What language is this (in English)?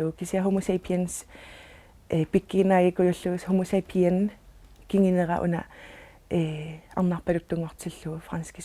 Kalaallisut